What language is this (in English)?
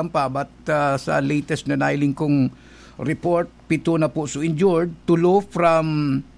Bikol